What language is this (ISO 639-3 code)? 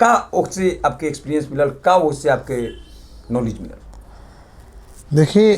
bho